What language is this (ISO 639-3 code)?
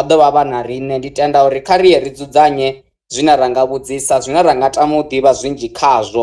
ven